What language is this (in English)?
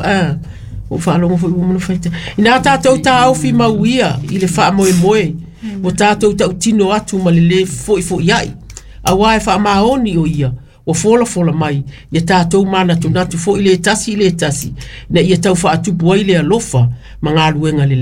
Samoan